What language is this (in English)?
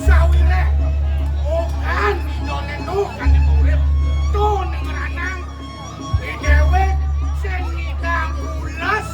Balinese